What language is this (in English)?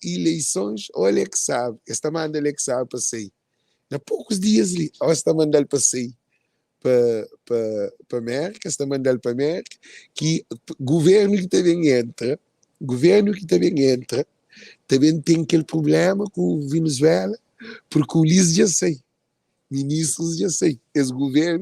Kabuverdianu